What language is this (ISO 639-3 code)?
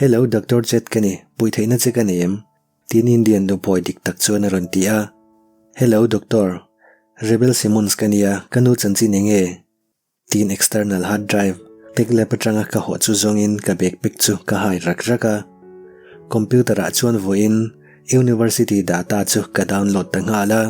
lus